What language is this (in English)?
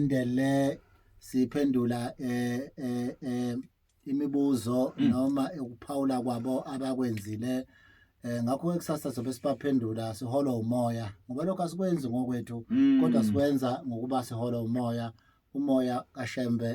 Zulu